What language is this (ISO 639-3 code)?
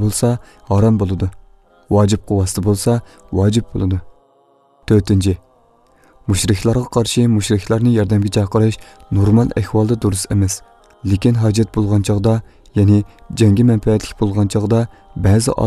uig